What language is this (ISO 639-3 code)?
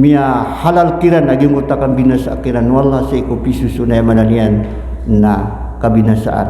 mrw